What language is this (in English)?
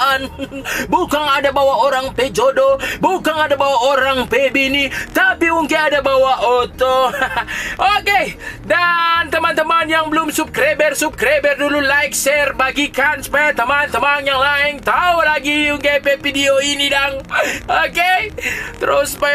Manado Malay